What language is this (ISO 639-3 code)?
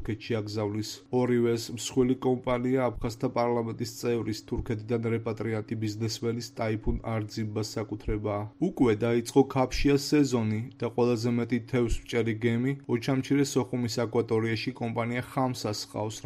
kat